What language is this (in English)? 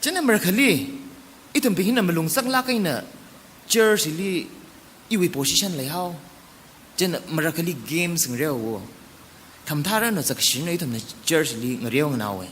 Tangkhul Naga (India)